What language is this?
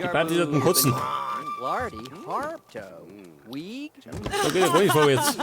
Bavarian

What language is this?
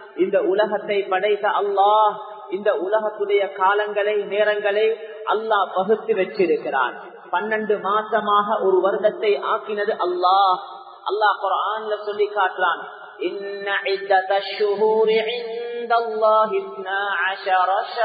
Tamil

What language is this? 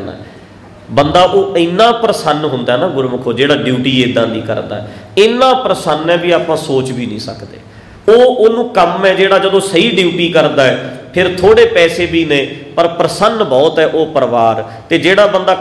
Punjabi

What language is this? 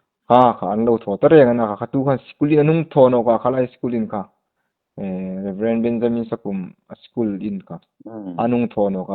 Hmar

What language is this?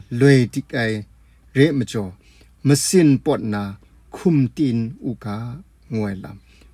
Kachin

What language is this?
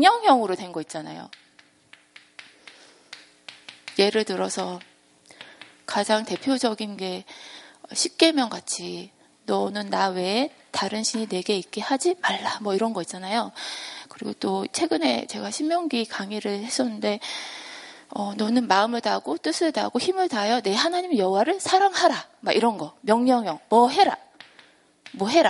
Korean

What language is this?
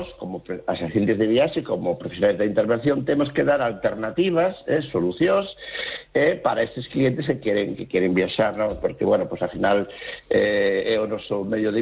Galician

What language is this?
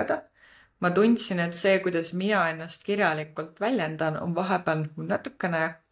Estonian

